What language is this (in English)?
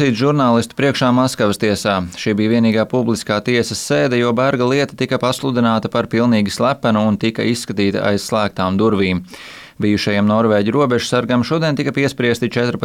Latvian